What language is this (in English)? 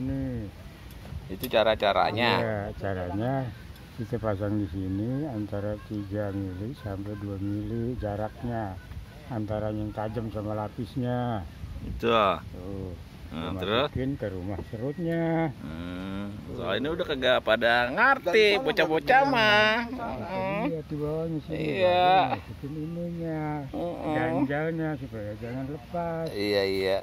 Betawi